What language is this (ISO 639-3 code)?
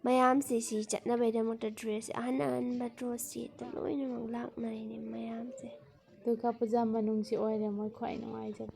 mni